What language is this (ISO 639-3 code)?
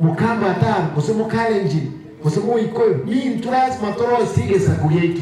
guz